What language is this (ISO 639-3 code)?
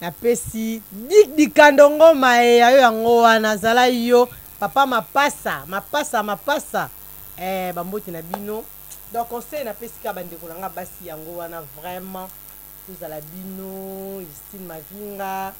lin